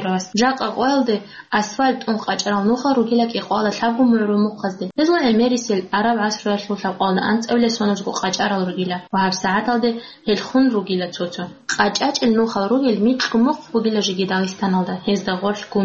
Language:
Avaric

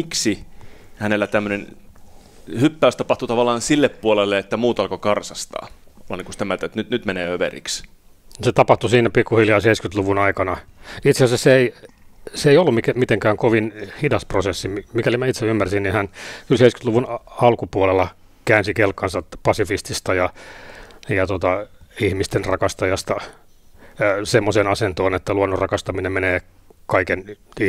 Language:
Finnish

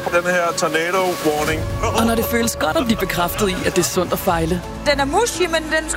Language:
Danish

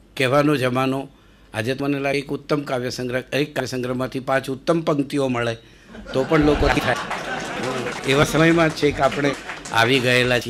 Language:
Gujarati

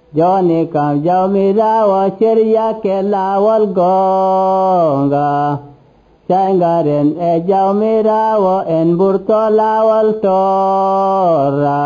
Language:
Nigerian Fulfulde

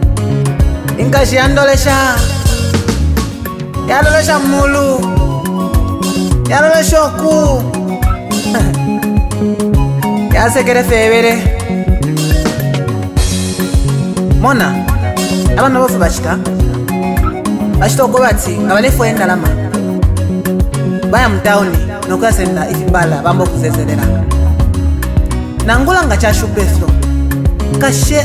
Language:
Bemba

